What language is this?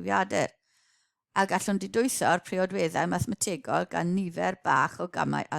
Welsh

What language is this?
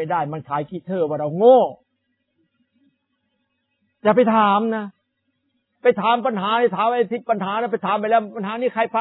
Thai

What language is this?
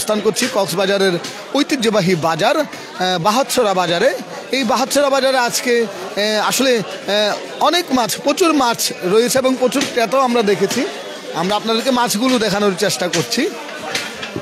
Bangla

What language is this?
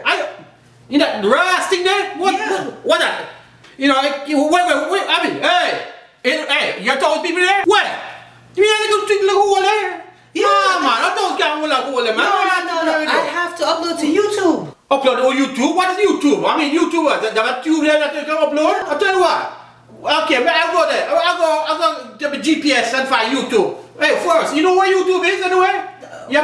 Jamaican Creole English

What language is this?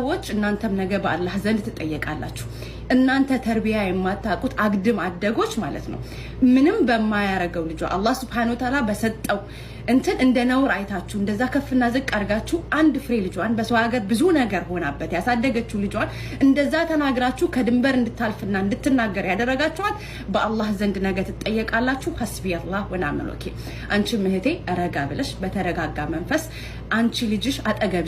Amharic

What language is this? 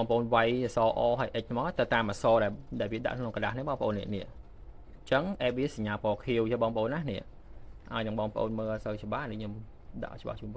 Khmer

